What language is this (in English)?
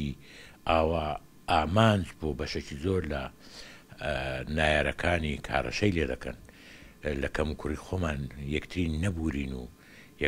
Central Kurdish